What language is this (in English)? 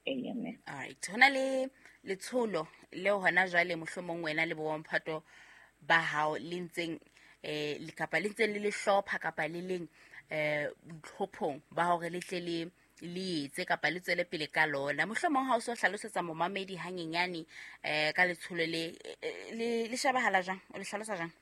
Southern Sotho